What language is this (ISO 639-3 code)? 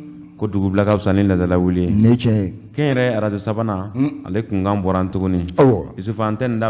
bam